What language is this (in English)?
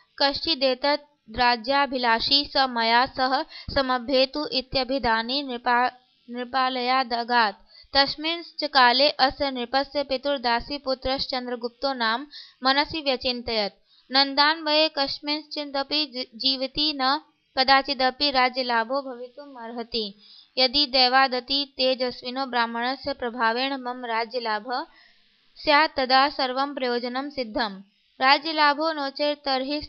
Sanskrit